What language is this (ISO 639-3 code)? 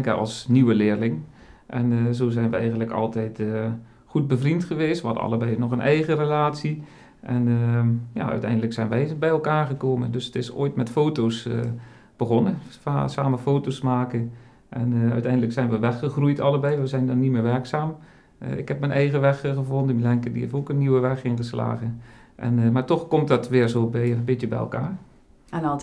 lim